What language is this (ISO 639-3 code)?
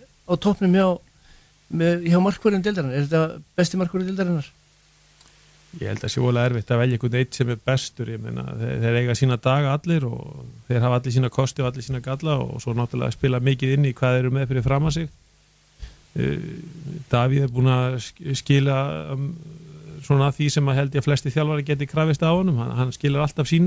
isl